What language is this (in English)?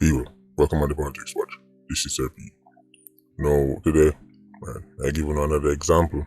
Jamaican Creole English